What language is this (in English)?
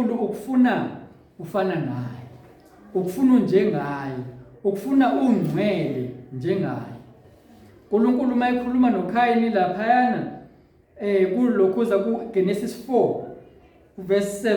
Zulu